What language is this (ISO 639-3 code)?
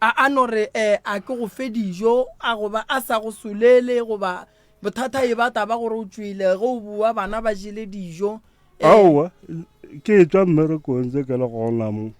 nso